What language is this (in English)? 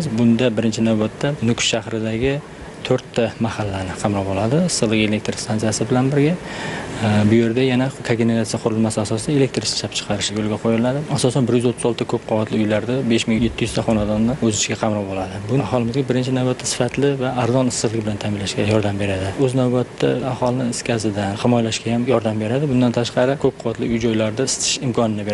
Uzbek